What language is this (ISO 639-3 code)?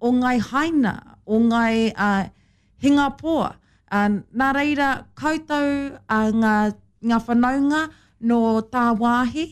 mri